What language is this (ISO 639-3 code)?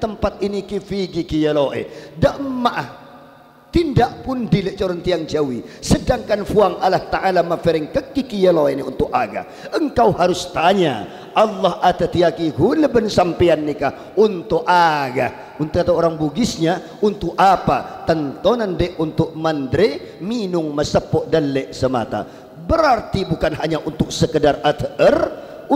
mad